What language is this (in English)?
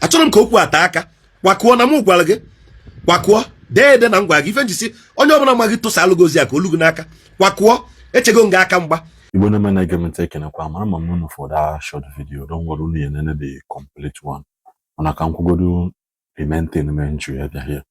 Igbo